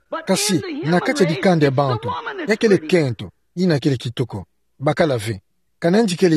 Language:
Kituba (Democratic Republic of Congo)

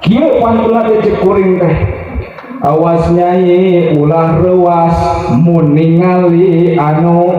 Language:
Sundanese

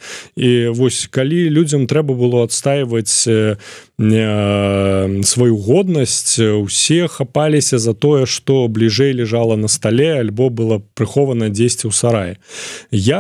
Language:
Belarusian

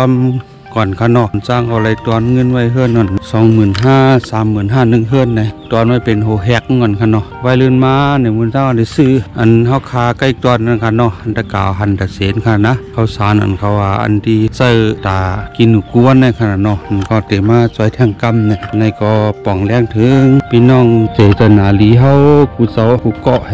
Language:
Shan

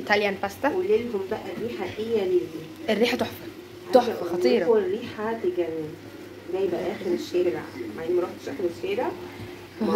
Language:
Egyptian Arabic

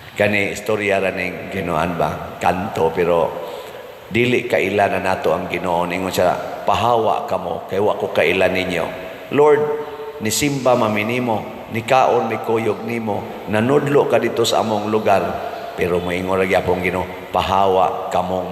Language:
Cebuano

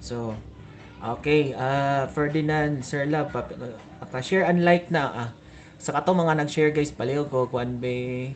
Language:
Cebuano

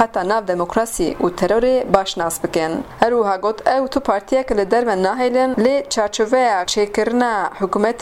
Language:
Kurdish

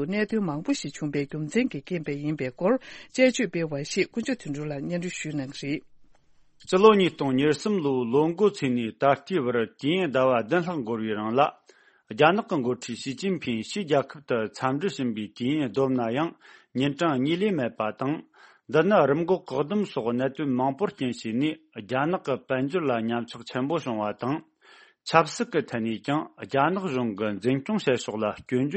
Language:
Tibetan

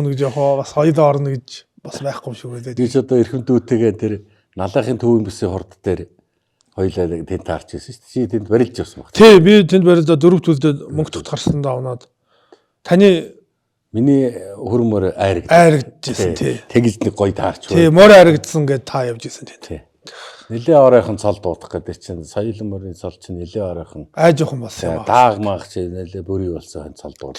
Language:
Mongolian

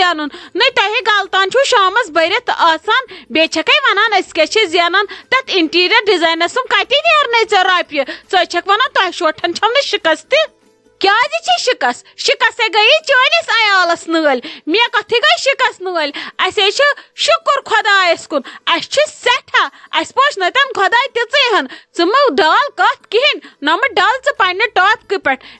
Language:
Kashmiri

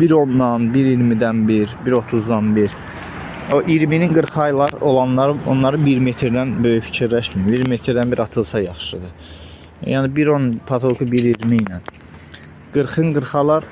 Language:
Azerbaijani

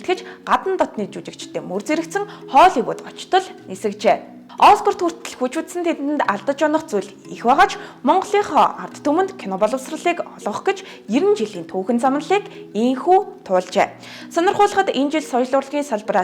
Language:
Mongolian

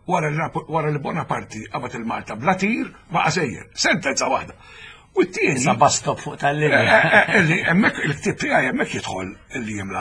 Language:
Maltese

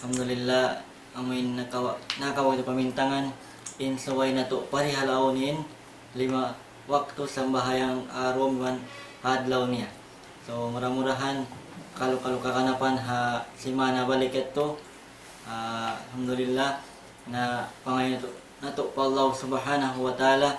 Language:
Tausug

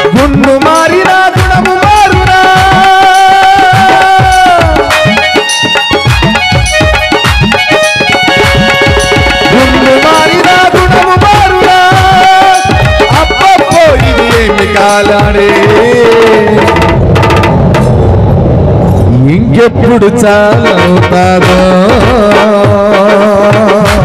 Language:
Telugu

